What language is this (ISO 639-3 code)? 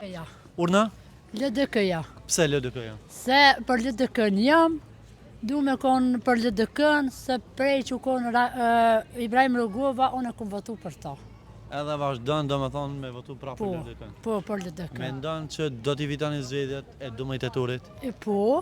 sqi